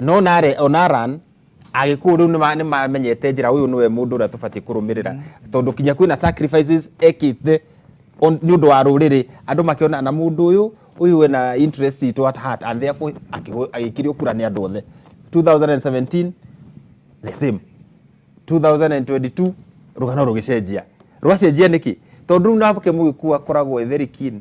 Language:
Kikuyu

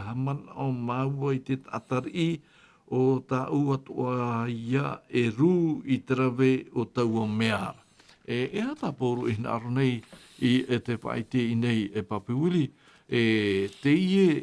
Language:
Tahitian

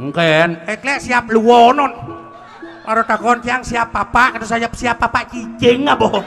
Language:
Balinese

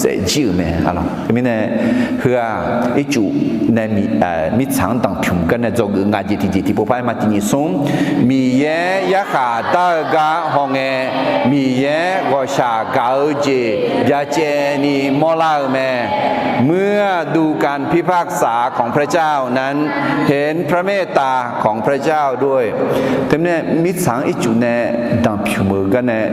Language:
Akha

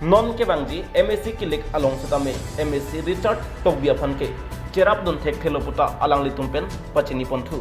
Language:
Karbi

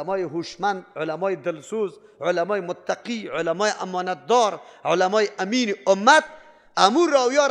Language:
Persian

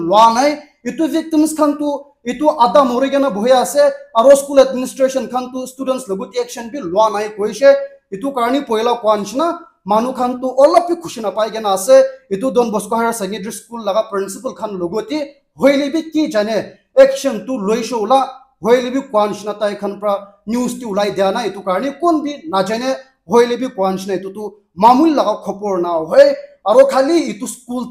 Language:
Naga Pidgin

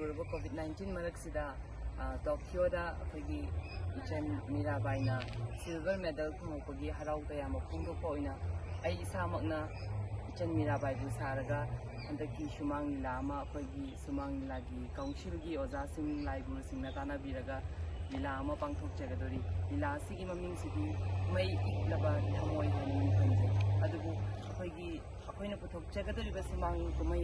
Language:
Manipuri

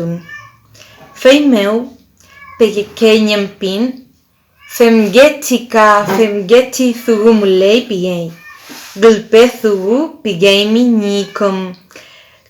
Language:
Mapuche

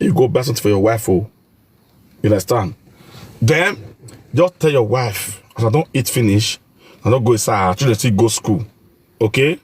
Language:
Nigerian Pidgin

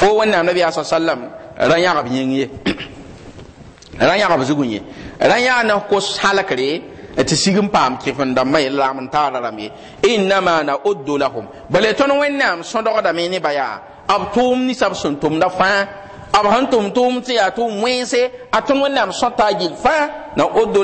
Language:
Mossi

